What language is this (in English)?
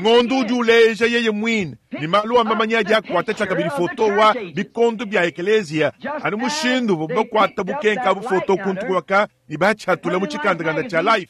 Luba-Lulua